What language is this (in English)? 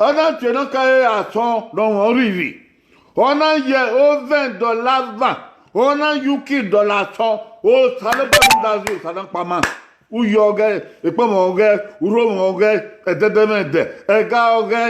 Bini